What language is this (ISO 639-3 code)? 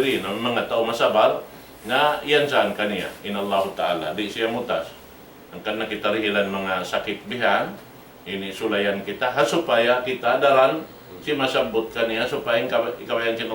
tsg